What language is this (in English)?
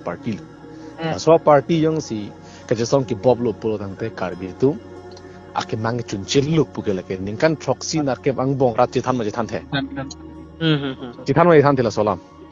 Karbi